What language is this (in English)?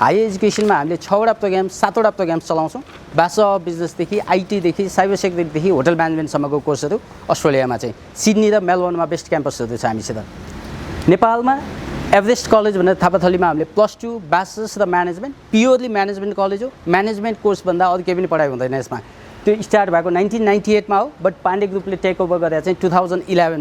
Nepali